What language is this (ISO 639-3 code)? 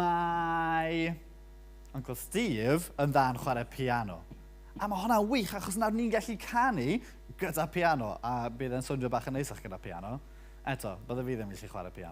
cym